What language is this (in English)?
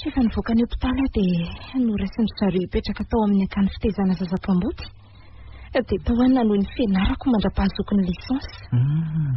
Malagasy